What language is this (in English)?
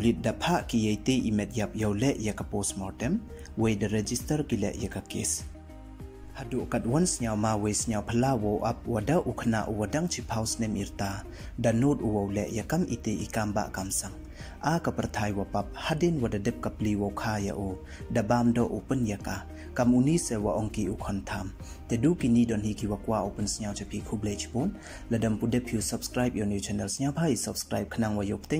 Pnar